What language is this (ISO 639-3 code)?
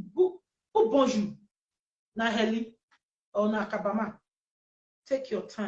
pcm